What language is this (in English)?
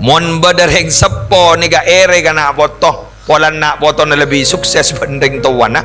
Madurese